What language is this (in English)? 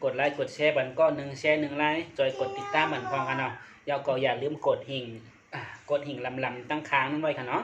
Shan